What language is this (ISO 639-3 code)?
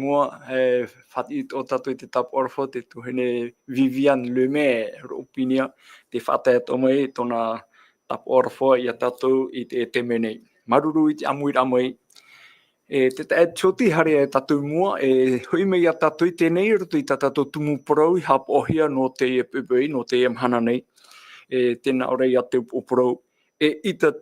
tah